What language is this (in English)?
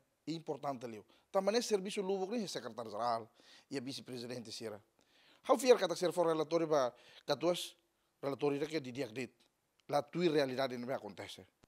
Tetum